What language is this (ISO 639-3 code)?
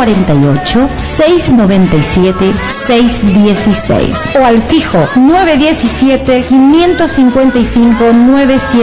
grn